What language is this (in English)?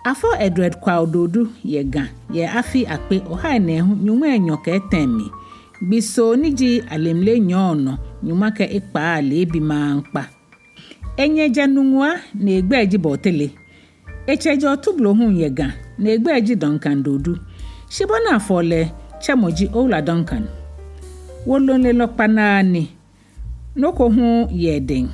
Ga